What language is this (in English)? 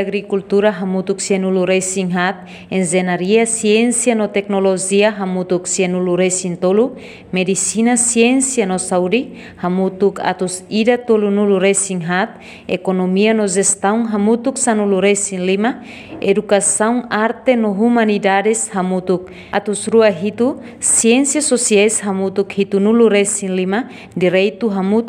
Tetum